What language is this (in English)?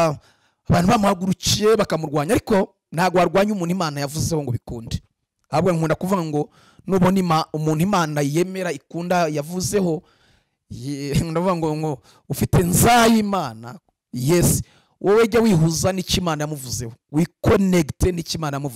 Kinyarwanda